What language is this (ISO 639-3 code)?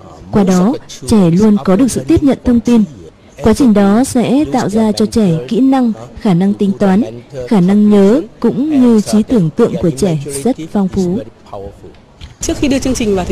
vie